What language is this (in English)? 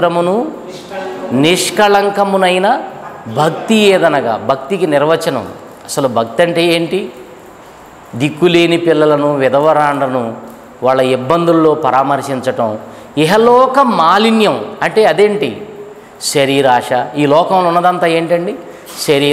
Telugu